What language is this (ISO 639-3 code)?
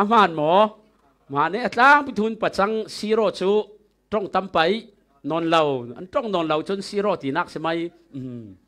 cfm